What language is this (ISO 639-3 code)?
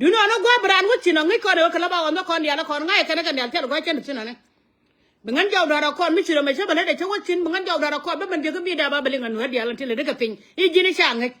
nus